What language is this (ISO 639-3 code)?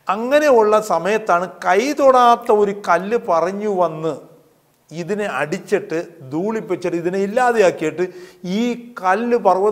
mal